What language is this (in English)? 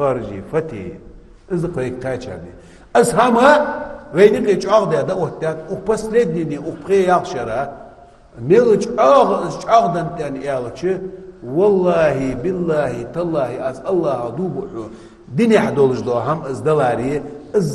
Ingush